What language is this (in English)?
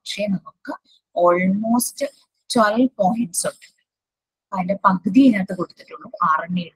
Malayalam